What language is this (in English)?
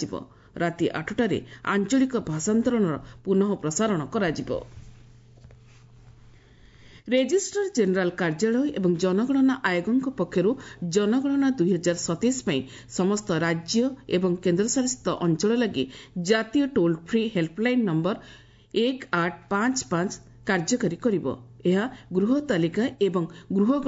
Odia